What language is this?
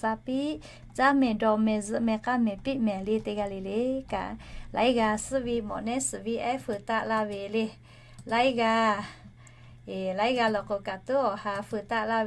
Lahu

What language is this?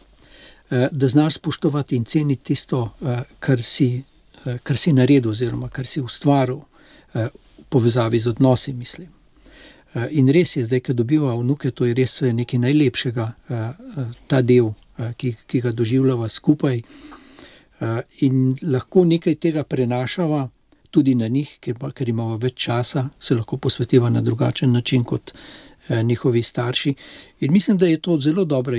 Slovenian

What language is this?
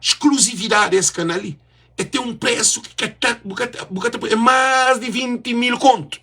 Kabuverdianu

